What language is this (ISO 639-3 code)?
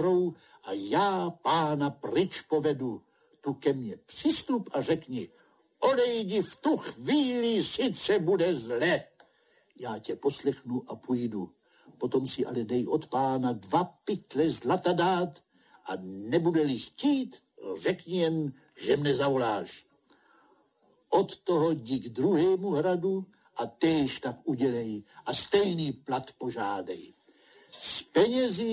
ces